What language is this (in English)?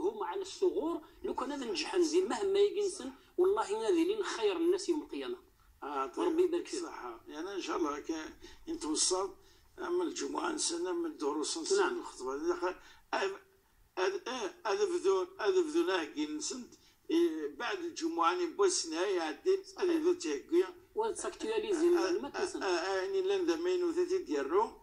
Moroccan Arabic